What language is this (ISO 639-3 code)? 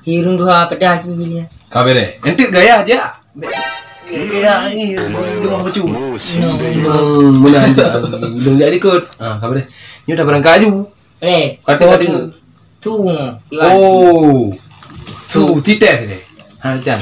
ace